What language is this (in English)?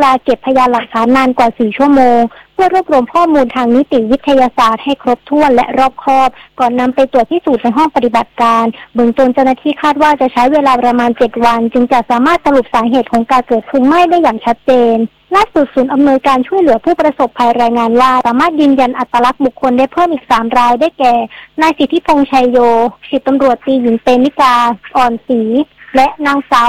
Thai